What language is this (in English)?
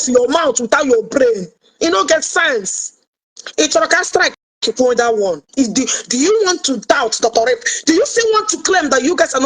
Igbo